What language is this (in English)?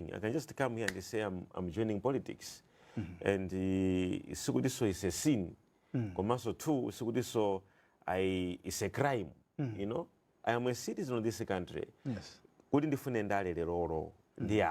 Nyanja